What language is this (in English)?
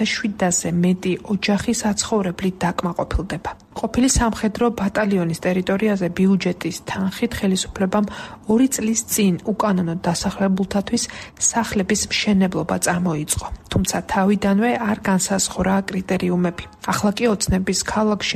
Georgian